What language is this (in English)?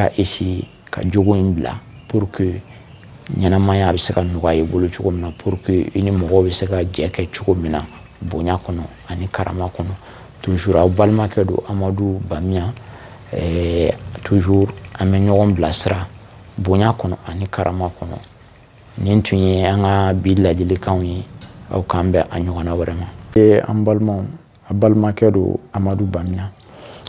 Bambara